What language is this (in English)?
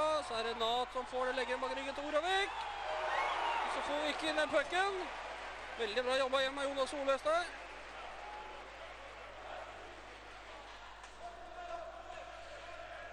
Norwegian